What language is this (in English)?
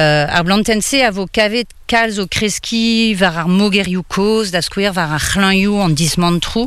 Breton